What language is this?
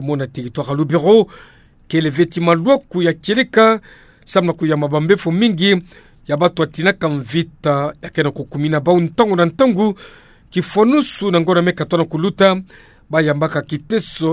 Kituba (Democratic Republic of Congo)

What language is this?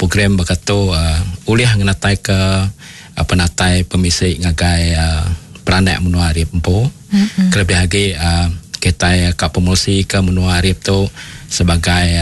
Iban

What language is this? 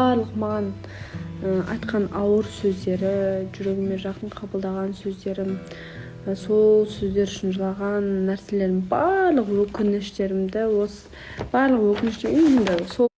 Kazakh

